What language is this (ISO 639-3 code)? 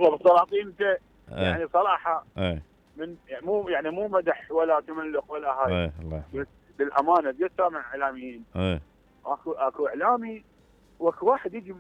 acm